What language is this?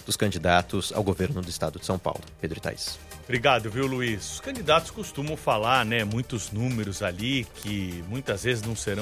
Portuguese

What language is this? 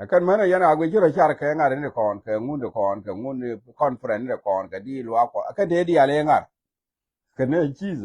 Nuer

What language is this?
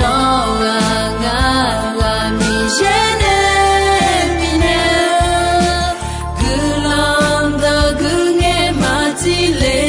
Akha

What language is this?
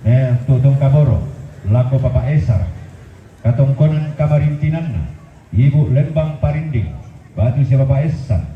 Toraja-Sa'dan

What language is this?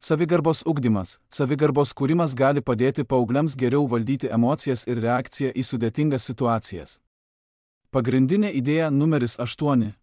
Lithuanian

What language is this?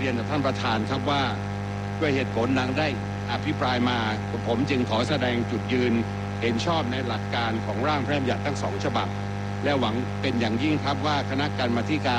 Thai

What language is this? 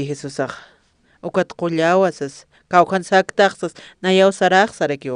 Aymara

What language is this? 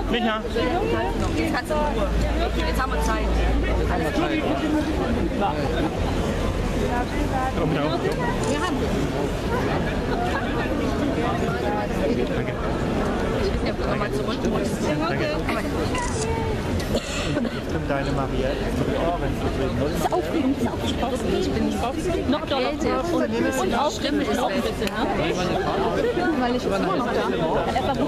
German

